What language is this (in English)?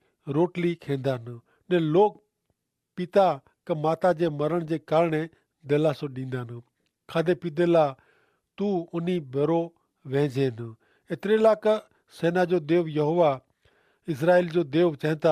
Kachhi